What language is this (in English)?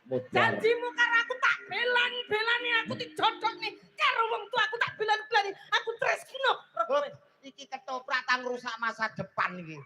Javanese